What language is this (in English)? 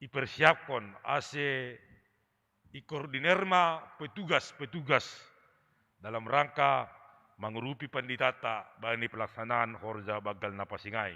Batak Simalungun